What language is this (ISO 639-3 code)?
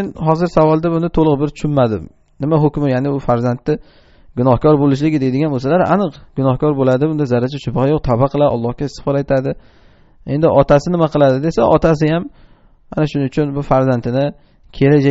uzb